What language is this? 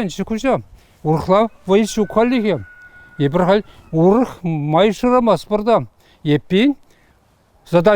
Chuvash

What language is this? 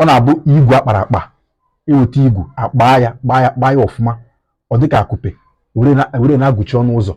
Igbo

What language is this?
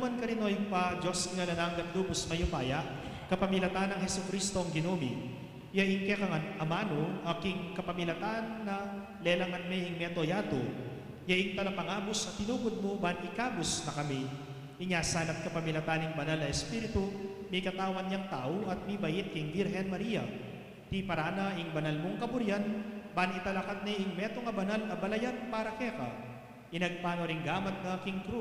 Pampanga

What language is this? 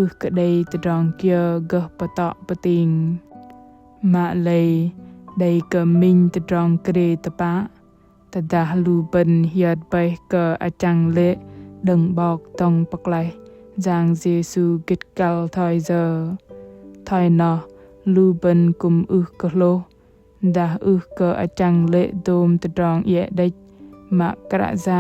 Bahnar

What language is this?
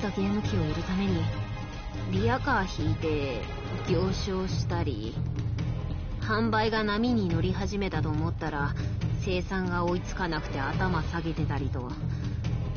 Japanese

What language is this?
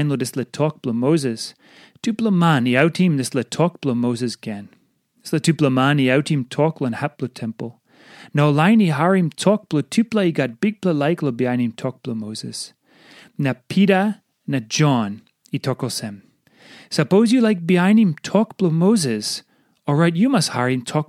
Tok Pisin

